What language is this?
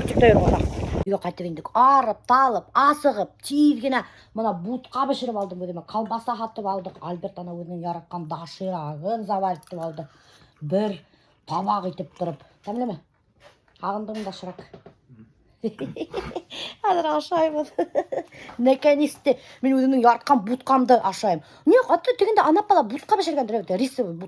Bashkir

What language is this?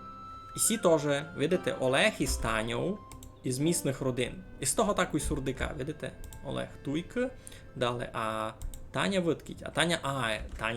Rusyn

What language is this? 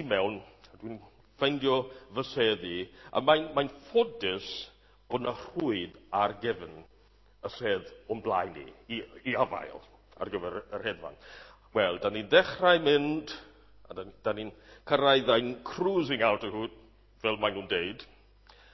Welsh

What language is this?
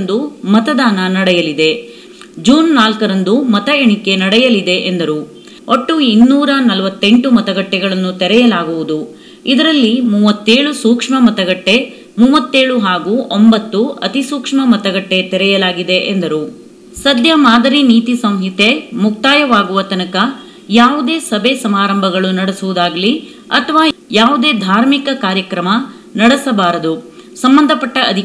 Kannada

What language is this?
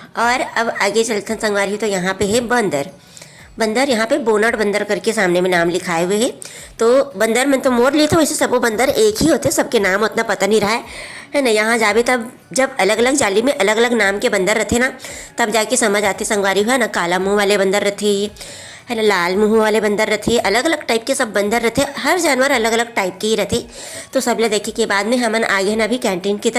Chhattisgarhi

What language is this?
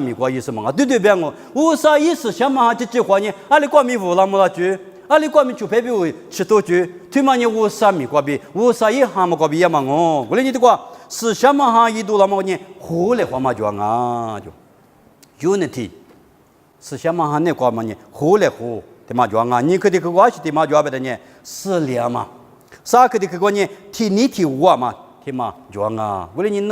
Lisu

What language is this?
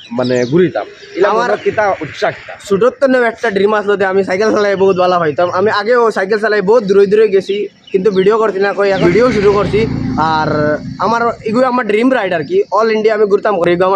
Sylheti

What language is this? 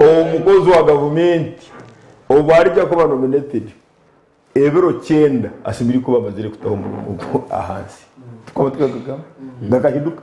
Nyankole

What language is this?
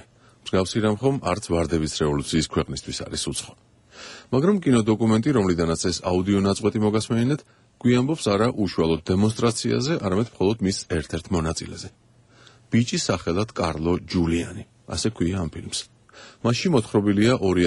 Georgian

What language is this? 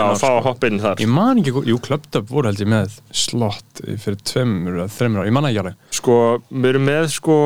Icelandic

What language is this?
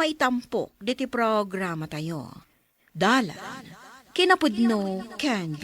Iloko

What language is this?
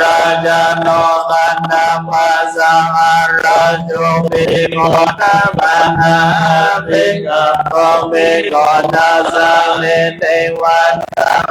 Pali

